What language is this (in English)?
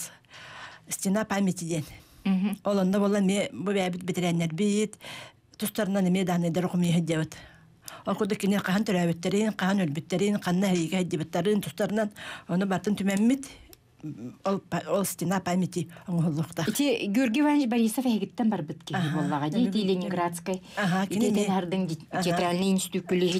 Yakut